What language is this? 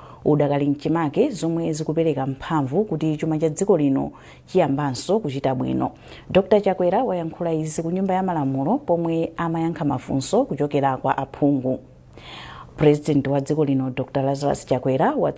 Nyanja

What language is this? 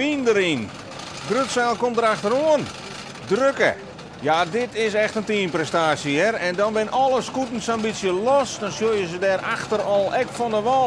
Western Frisian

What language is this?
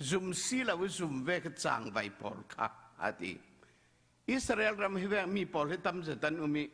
Falam Chin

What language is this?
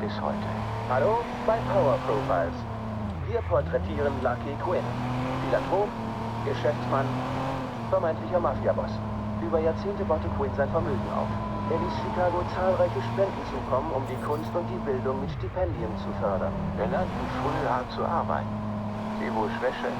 Bavarian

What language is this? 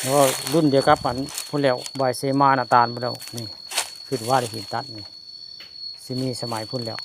Northeastern Thai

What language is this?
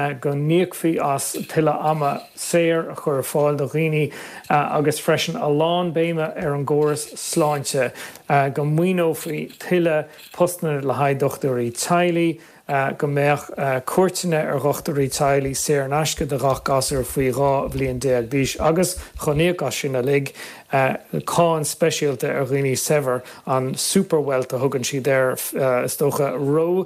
Irish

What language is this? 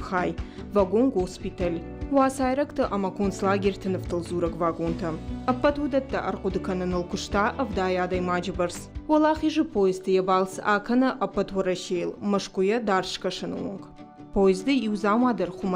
Ossetic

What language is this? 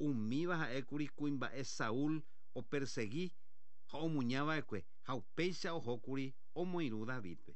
Guarani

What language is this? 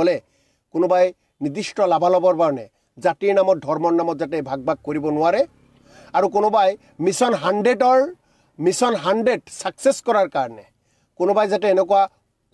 Assamese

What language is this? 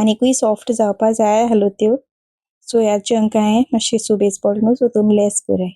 Konkani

